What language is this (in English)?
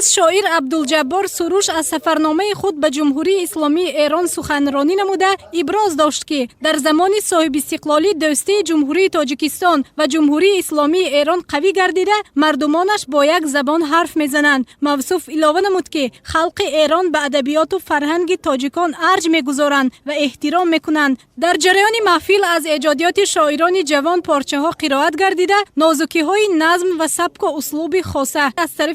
Tajik